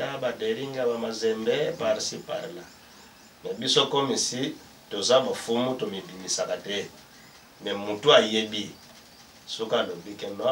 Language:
Lingala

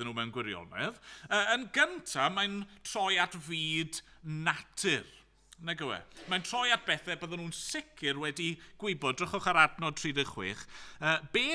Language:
Welsh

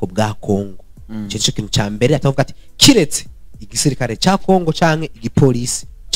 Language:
Rundi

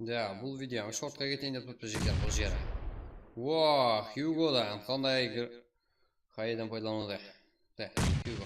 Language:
Kara-Kalpak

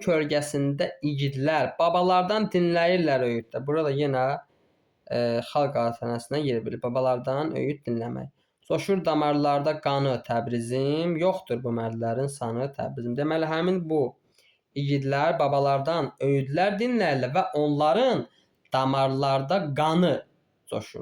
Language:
Azerbaijani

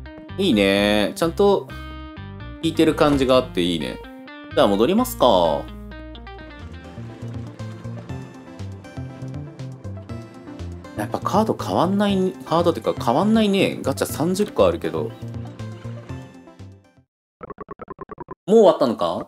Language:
Japanese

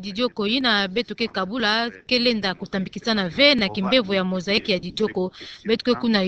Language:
Kituba (Democratic Republic of Congo)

